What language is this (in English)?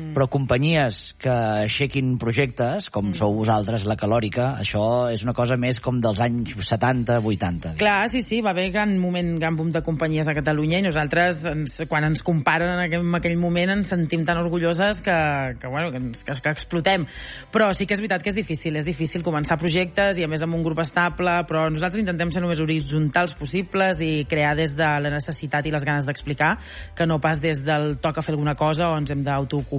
Catalan